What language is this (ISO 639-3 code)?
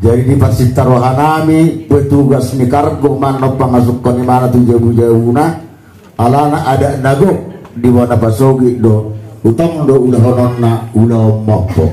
bbc